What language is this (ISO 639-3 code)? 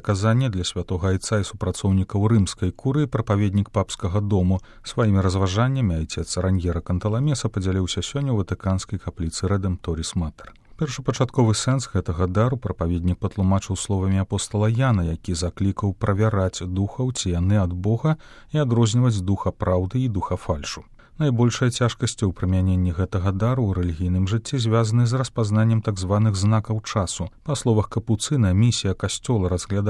bel